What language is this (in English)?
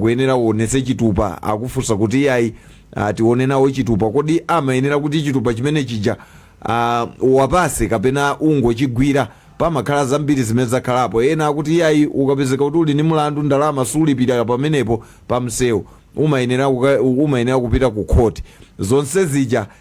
Nyanja